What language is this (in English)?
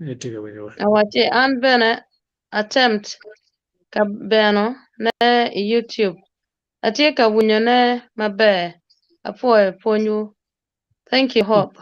Acoli